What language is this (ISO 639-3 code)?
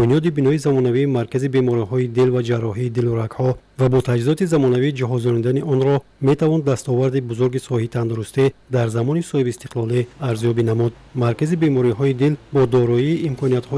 tgk